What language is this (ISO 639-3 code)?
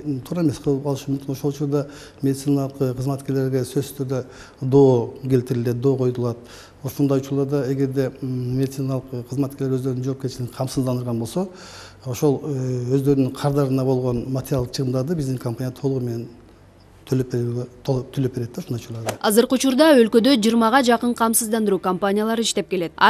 kir